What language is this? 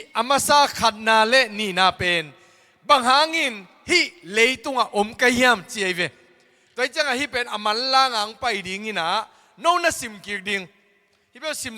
Tedim Chin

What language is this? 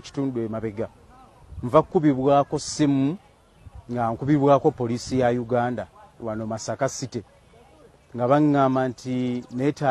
Ganda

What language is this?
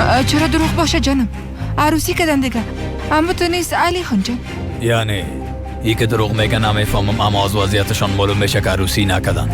Persian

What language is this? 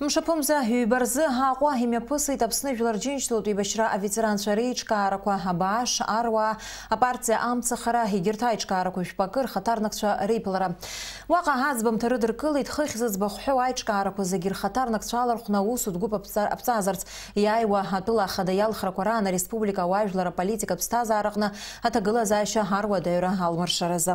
Abkhazian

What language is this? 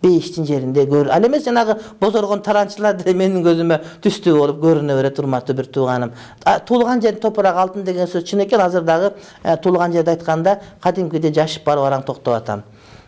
Kyrgyz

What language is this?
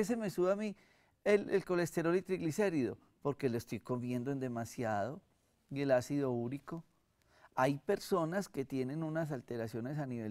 Spanish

